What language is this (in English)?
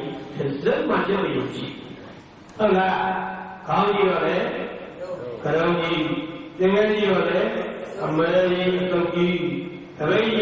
Burmese